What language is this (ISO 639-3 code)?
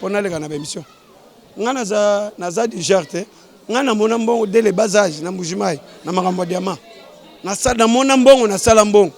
lin